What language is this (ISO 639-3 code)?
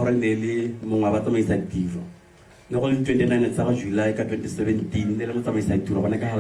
tsn